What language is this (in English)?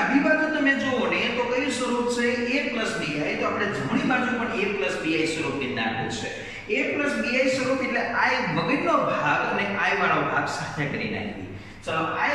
Gujarati